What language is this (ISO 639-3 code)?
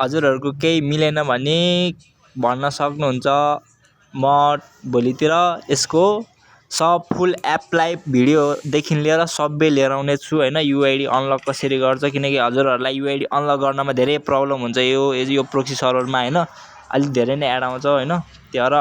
nep